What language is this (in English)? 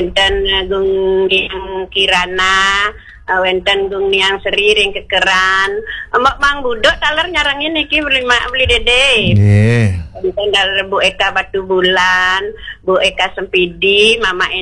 Balinese